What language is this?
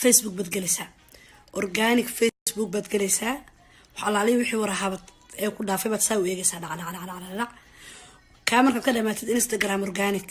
Somali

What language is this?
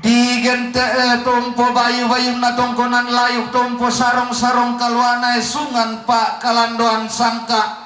Toraja-Sa'dan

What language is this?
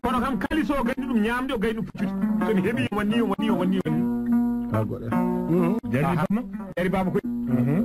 Fula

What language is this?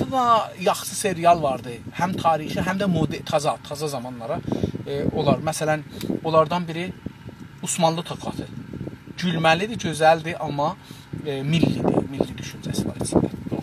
South Azerbaijani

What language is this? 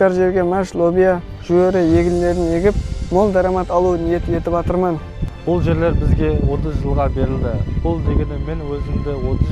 Kara-Kalpak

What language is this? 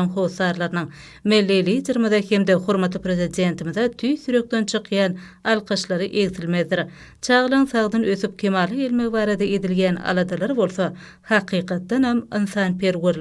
Turkmen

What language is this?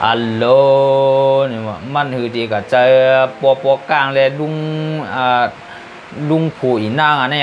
Shan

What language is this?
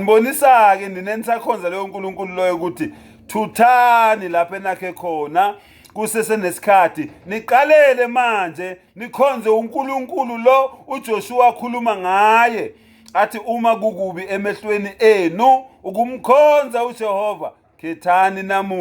Zulu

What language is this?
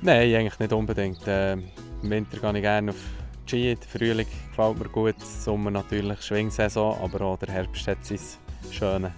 Swiss German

